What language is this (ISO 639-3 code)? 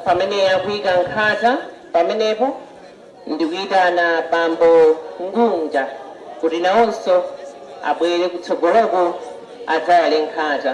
nya